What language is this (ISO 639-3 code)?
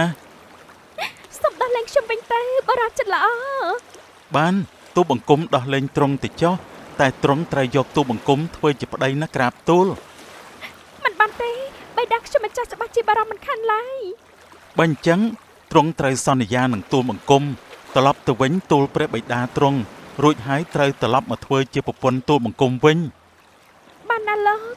khm